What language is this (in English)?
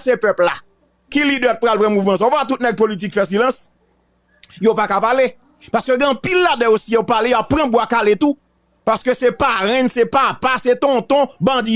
Haitian Creole